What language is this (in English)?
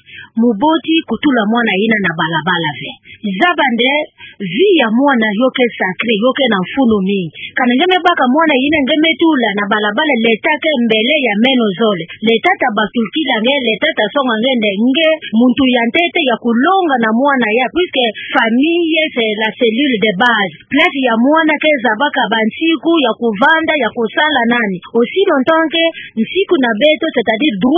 Kituba (Democratic Republic of Congo)